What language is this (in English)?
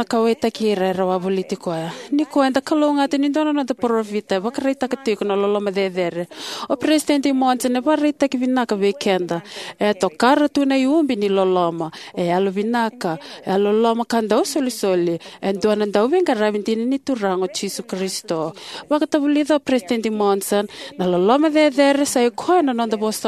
Fijian